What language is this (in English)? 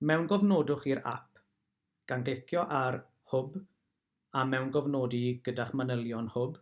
Welsh